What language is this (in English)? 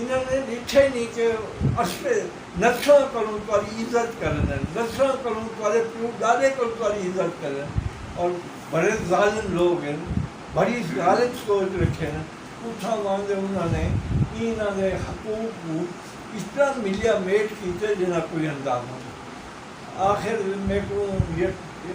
Saraiki